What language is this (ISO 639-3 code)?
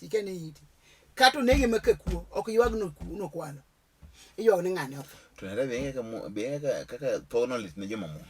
luo